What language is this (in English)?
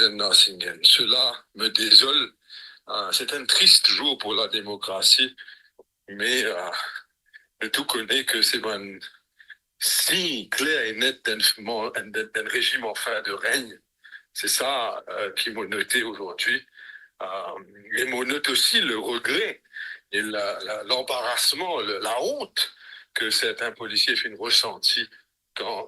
Morisyen